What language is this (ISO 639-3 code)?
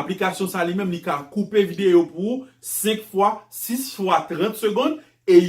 hat